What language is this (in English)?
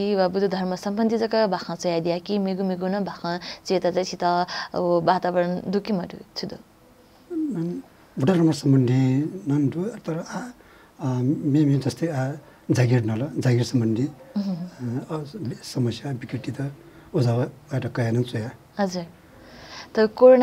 Newari